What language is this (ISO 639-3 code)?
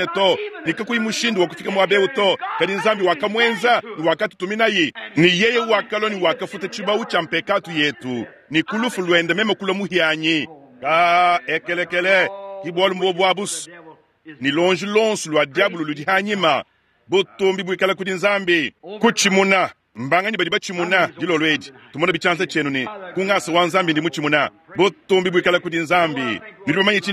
lua